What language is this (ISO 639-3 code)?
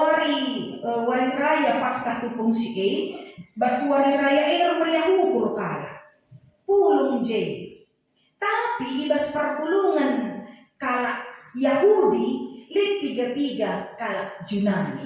btx